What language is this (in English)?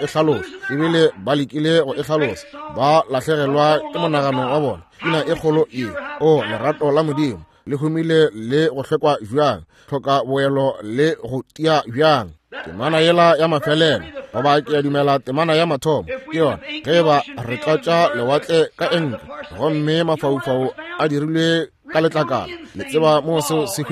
Northern Sotho